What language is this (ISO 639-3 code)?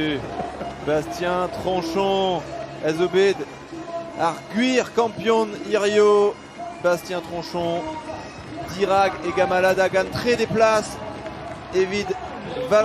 bre